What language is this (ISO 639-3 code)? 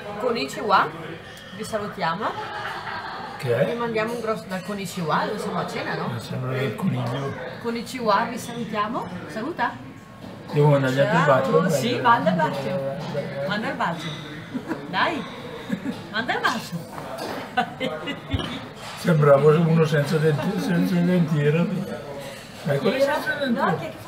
ita